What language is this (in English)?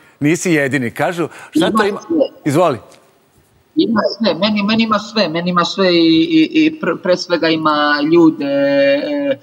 Serbian